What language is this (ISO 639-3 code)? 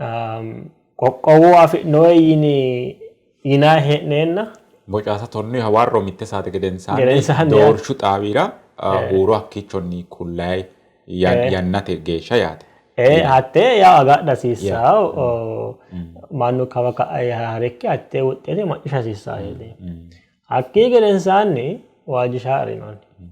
sid